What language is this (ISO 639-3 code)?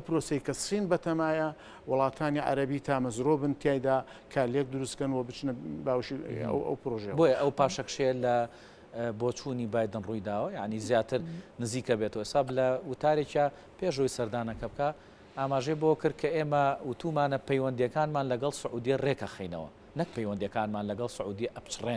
ckb